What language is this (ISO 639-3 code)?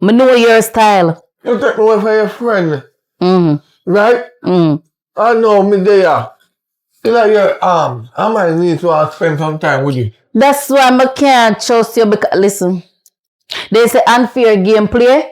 jam